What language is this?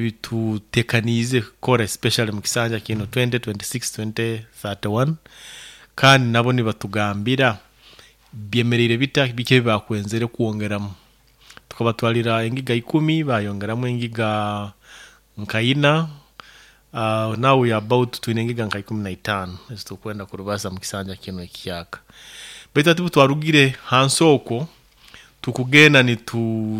Nyoro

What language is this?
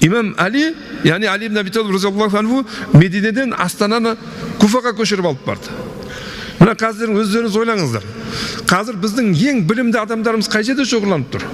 Kazakh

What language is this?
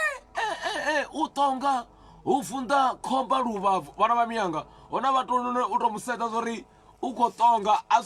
Venda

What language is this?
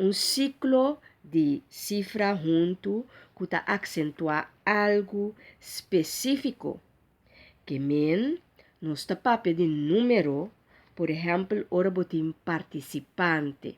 Papiamento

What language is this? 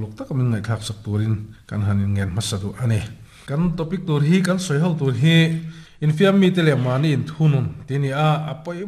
Mizo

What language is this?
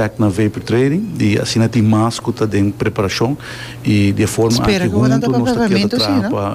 Papiamento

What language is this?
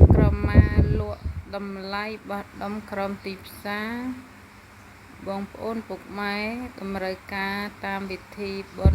Khmer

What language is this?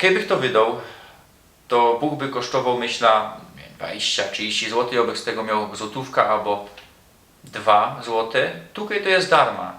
Silesian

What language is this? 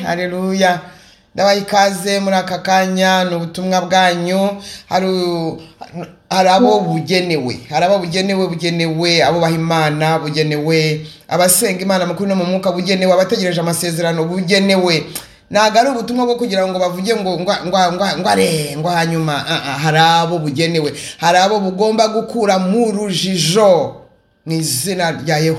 Kinyarwanda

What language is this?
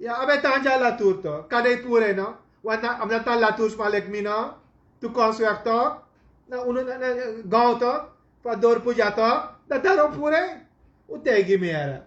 Sranan Tongo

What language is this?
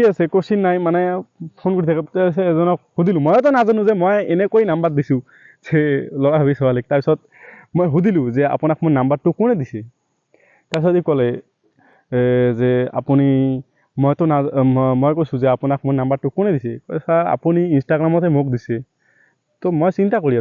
Assamese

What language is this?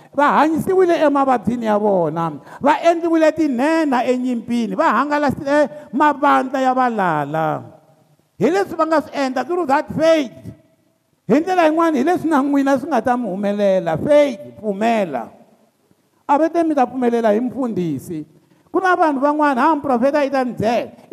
Tsonga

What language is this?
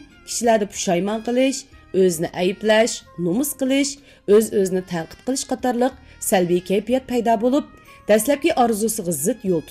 Uyghur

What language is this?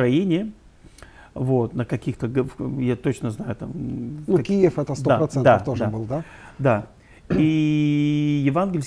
Russian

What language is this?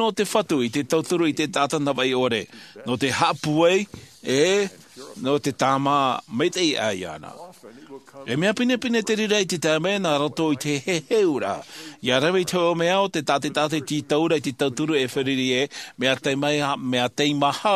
Tahitian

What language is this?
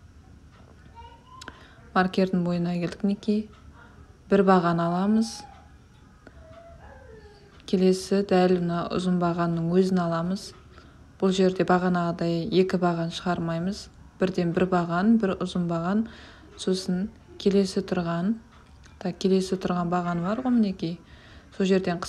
Kazakh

